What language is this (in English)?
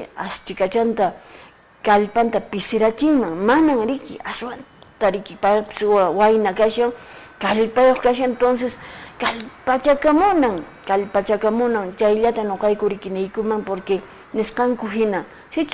Quechua